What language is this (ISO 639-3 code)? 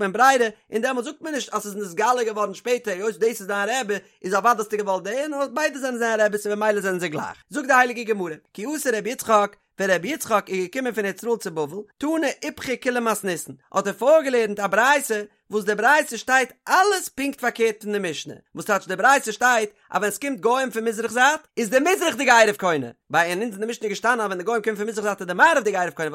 yid